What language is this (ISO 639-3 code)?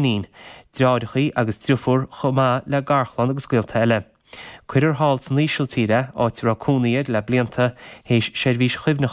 gle